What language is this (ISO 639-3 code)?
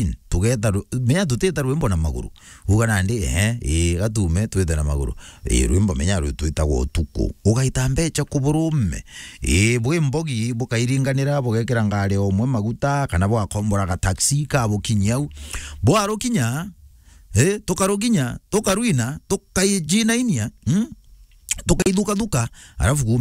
mer